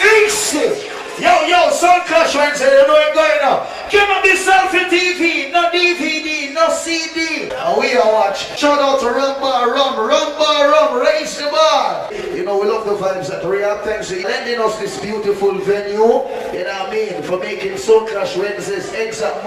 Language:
Jamaican Creole English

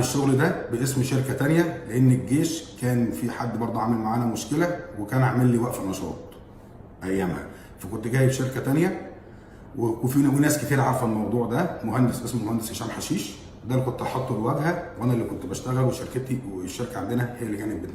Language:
Egyptian Arabic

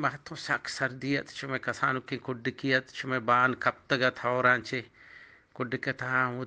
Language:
Eastern Balochi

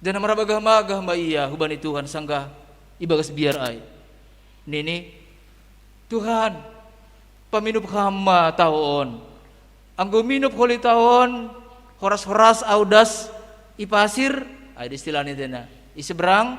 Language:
Batak Simalungun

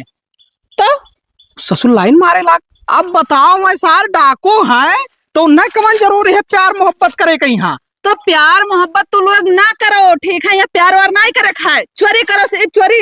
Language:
Awadhi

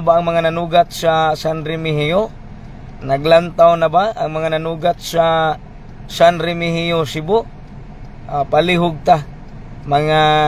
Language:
Cebuano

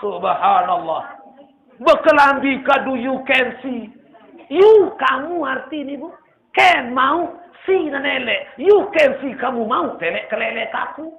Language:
Sasak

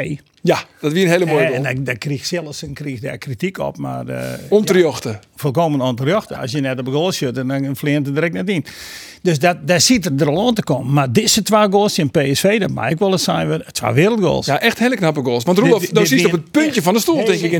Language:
Western Frisian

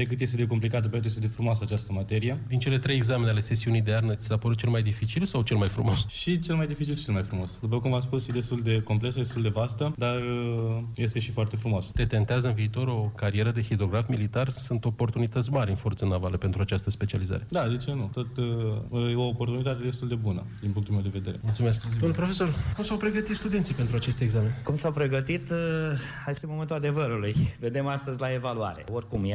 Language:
Romanian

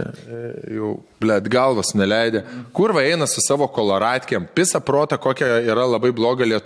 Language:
Lithuanian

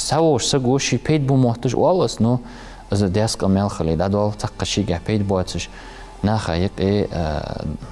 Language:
Ingush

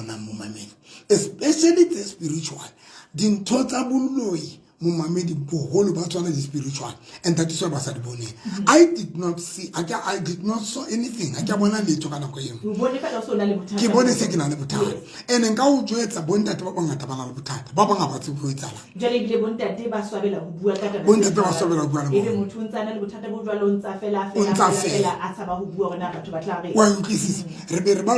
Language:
Southern Sotho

